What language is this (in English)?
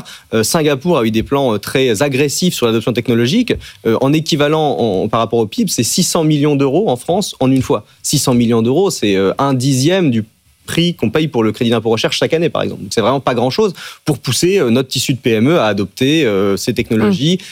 French